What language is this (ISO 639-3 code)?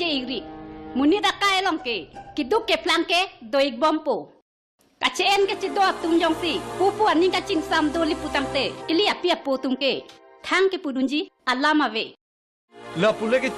mjw